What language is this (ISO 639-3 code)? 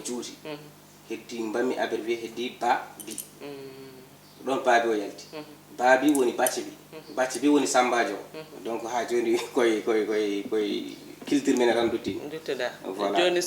ful